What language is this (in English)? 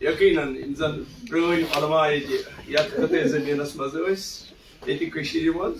Kashmiri